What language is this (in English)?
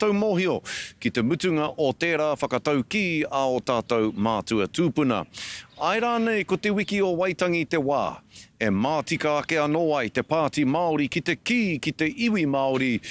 Māori